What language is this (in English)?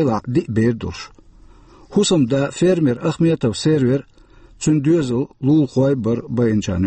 Chechen